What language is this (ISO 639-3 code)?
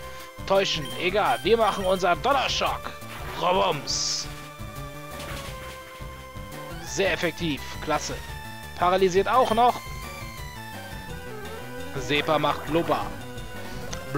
deu